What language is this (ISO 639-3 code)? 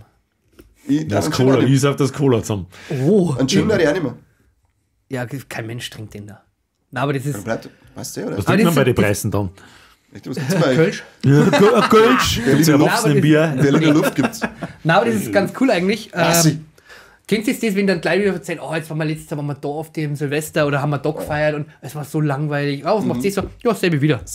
bar